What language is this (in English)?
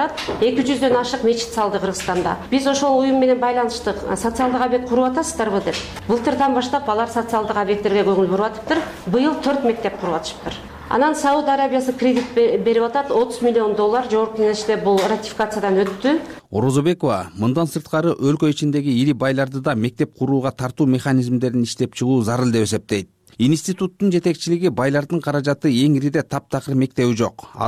Kyrgyz